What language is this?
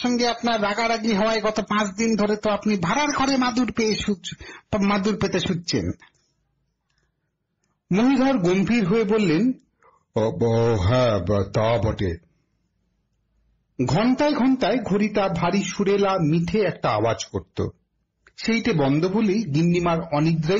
Bangla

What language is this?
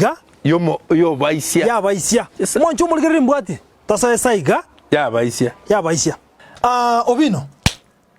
Gusii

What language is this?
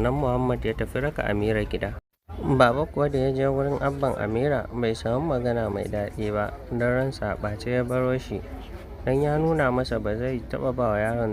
Hausa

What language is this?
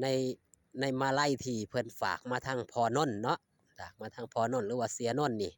Lao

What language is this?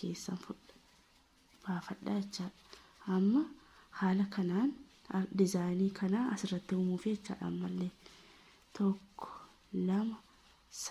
Oromo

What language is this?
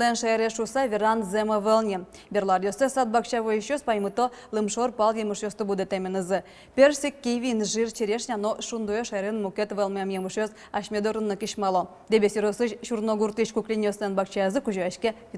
Udmurt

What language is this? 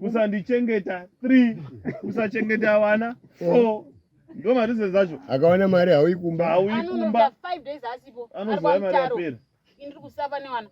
Shona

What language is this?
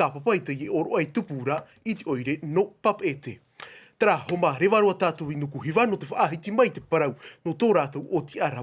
Tahitian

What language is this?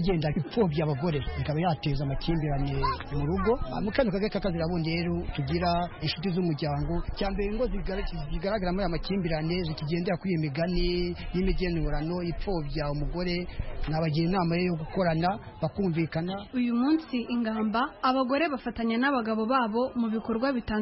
Kinyarwanda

